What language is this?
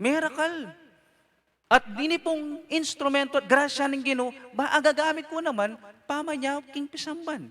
Pampanga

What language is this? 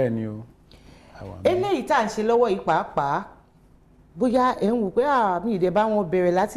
Yoruba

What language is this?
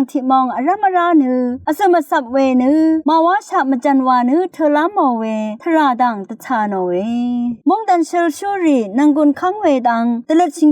Rawang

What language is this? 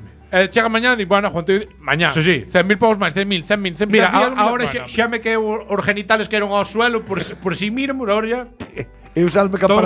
Galician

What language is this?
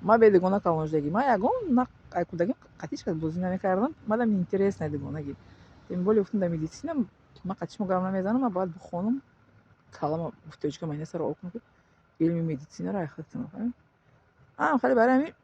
Tajik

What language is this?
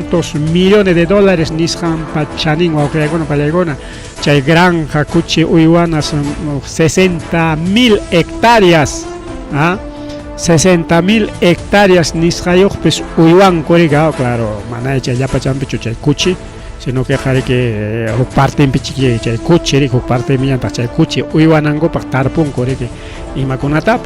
Ayacucho Quechua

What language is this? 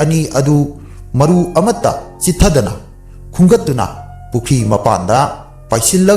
Manipuri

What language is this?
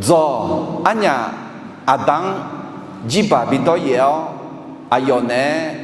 Akha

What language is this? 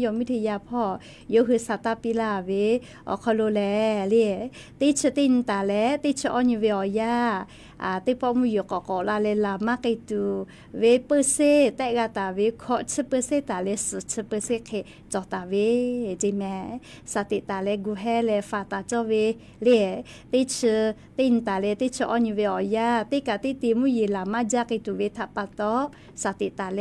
Lahu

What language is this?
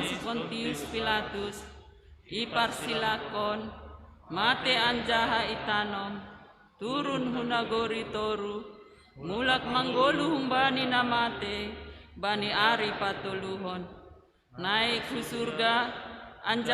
Batak Simalungun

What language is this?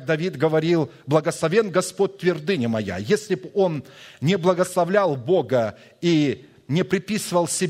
Russian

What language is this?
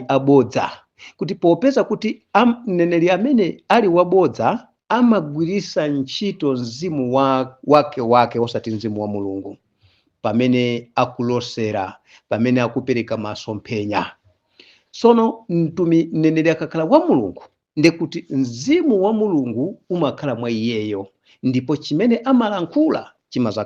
Nyanja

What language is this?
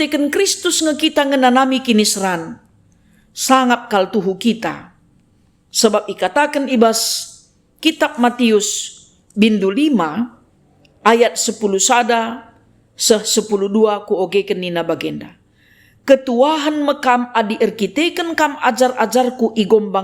Batak Karo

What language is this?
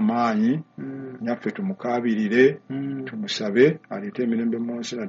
Ganda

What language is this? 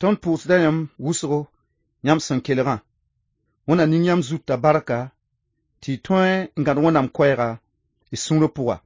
Mossi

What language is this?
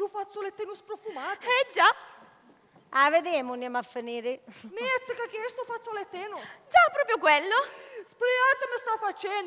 Sicilian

